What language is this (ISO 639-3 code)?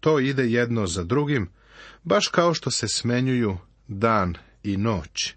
srp